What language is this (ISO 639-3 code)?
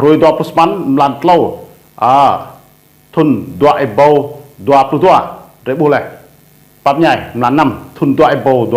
rad